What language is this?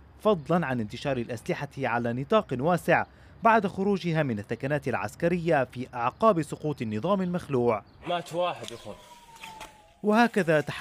Arabic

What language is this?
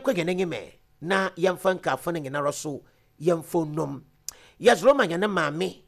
Akan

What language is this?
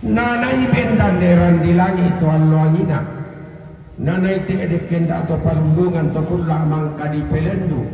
Toraja-Sa'dan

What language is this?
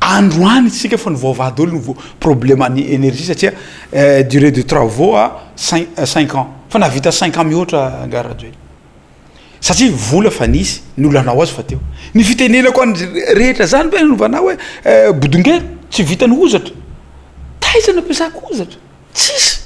Malagasy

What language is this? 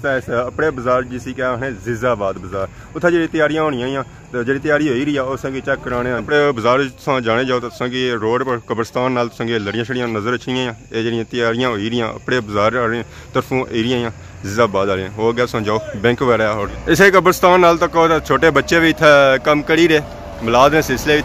Pahari-Potwari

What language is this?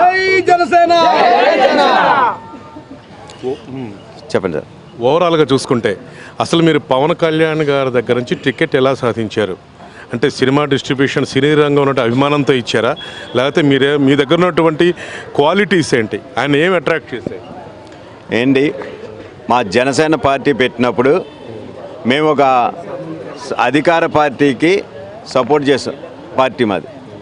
Telugu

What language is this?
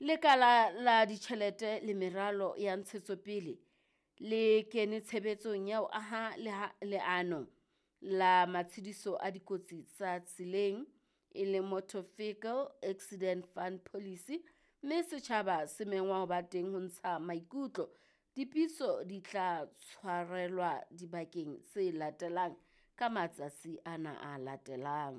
Southern Sotho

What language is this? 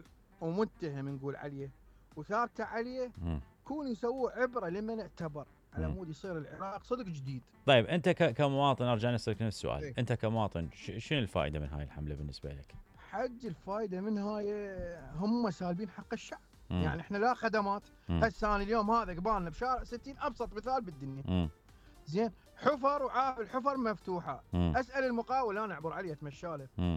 Mesopotamian Arabic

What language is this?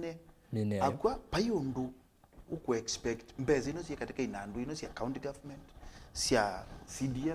Kamba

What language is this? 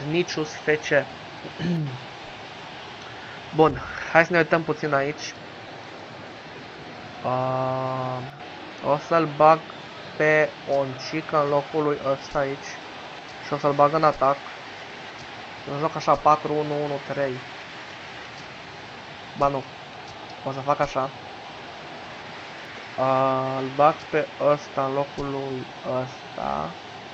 Romanian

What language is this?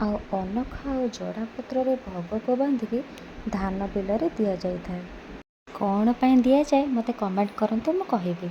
Odia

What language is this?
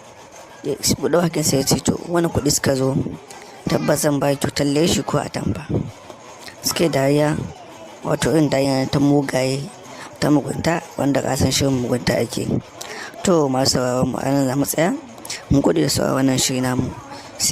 Hausa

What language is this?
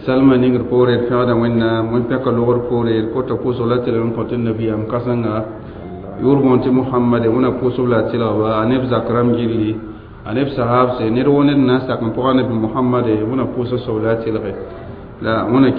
Mossi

